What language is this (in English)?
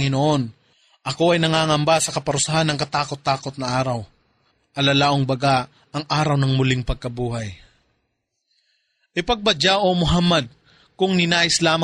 Filipino